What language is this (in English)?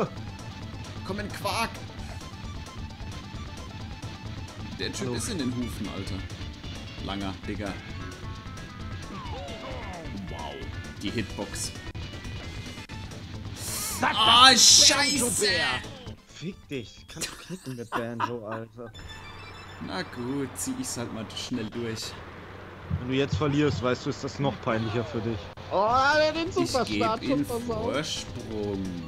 German